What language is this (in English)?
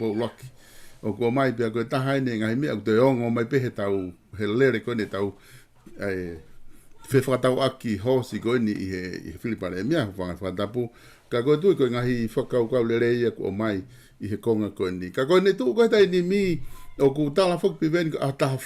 Tongan